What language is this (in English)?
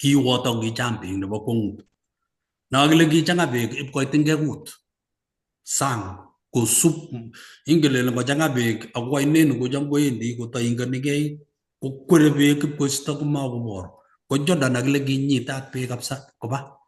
Kalenjin